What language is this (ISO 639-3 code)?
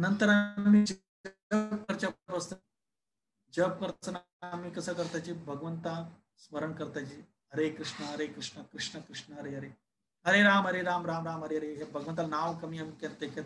kok